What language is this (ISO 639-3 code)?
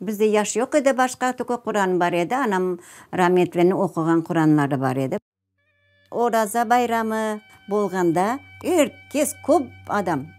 crh